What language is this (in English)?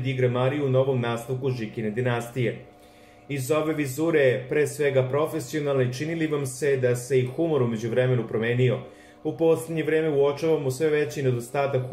Serbian